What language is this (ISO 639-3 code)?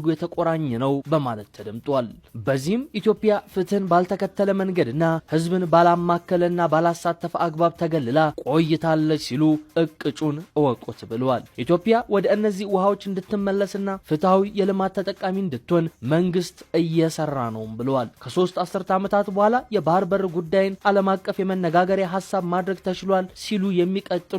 amh